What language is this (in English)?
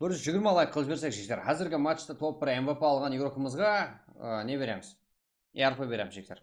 Kara-Kalpak